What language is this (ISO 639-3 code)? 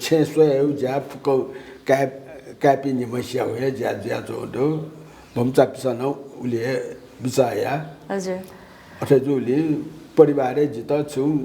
new